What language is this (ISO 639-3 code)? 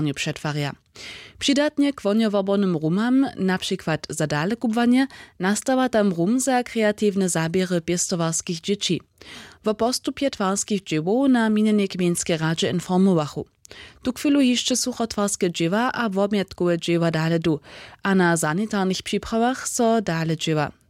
hsb